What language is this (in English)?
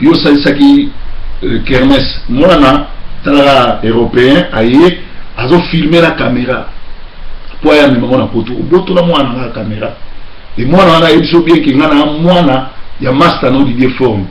Lingala